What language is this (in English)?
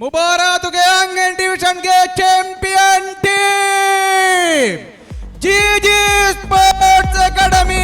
Divehi